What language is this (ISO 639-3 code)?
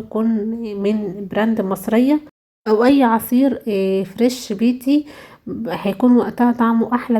arz